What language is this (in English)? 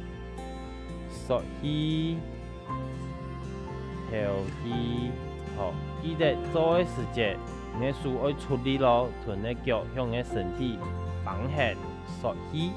Hakka Chinese